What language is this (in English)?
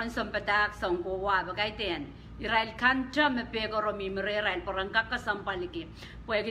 Pohnpeian